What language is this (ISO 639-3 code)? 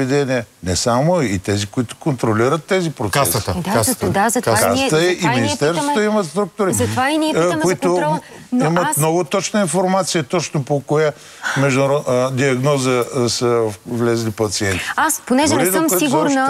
bul